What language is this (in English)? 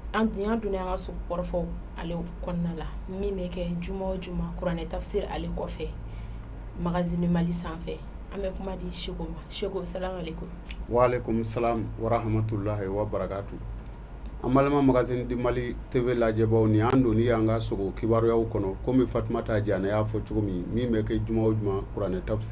Bambara